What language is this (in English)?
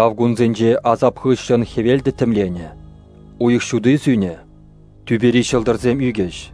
Chuvash